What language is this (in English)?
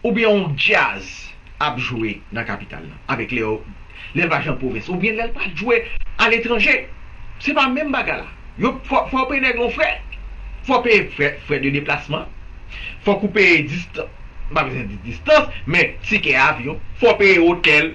Haitian Creole